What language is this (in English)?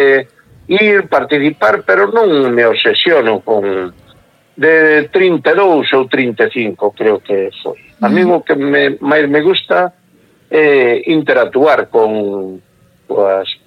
Galician